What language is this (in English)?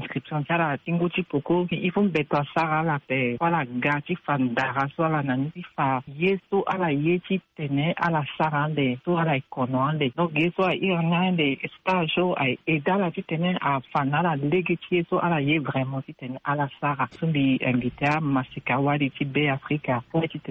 Sango